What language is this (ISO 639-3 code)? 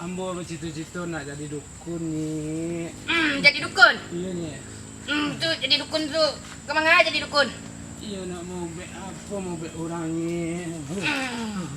min